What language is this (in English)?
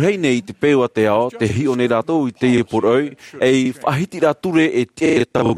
Tahitian